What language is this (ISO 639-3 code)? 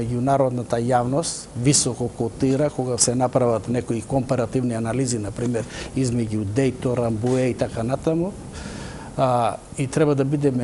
mkd